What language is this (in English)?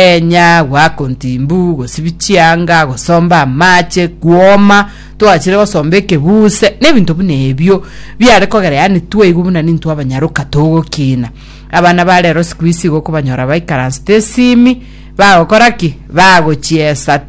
Gusii